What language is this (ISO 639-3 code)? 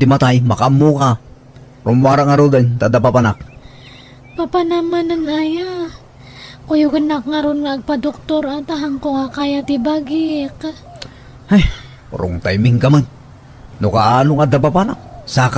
ilo